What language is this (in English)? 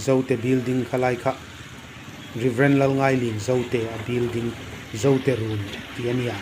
Hmar